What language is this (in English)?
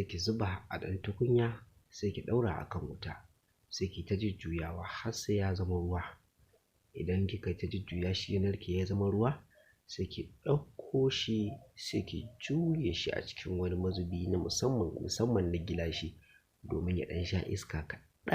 Hausa